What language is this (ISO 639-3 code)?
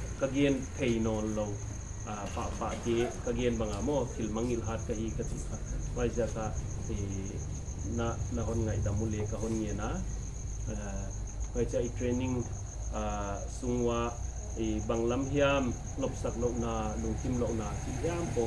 pck